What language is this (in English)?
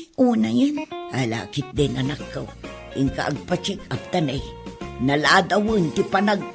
Iloko